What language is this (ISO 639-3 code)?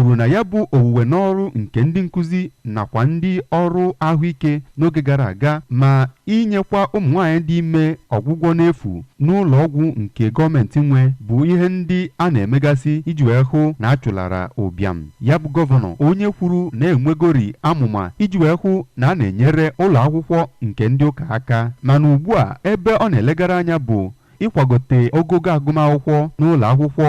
ibo